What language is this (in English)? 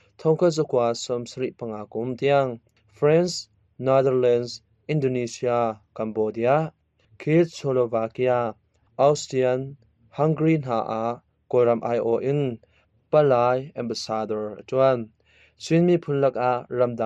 Hakha Chin